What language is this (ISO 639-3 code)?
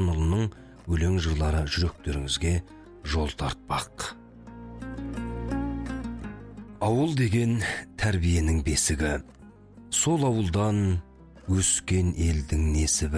kaz